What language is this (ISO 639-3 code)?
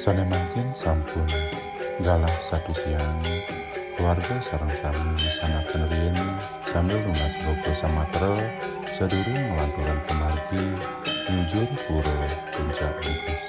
ban